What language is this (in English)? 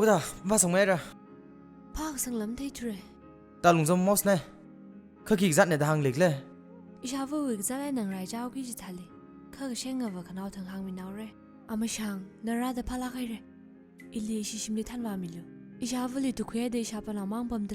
Tangkhul Naga (India)